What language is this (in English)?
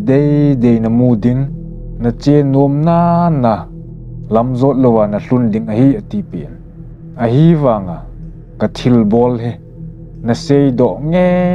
Thado Chin